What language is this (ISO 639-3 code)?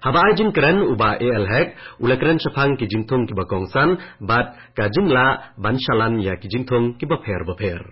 kha